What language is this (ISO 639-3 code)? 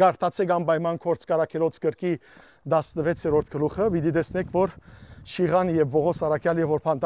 hyw